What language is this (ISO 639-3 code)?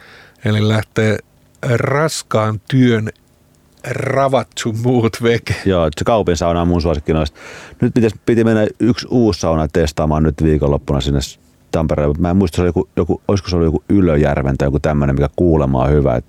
fin